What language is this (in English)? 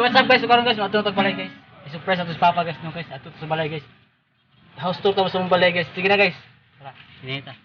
Cebuano